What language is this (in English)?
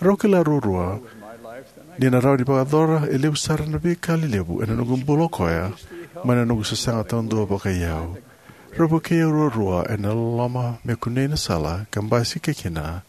Fijian